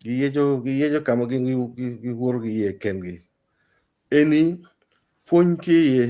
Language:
Acoli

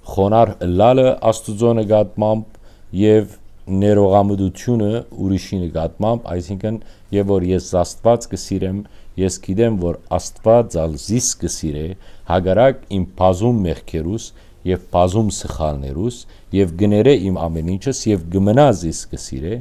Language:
Western Armenian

